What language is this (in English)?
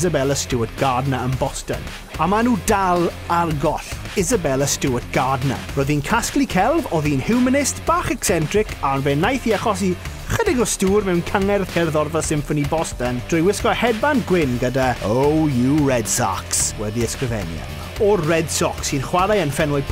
Welsh